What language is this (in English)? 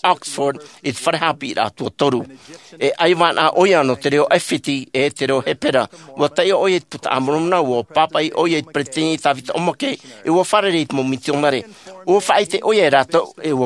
Tahitian